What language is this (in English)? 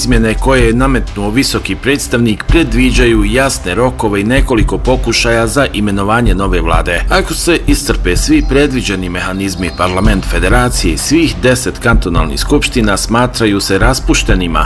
Bosnian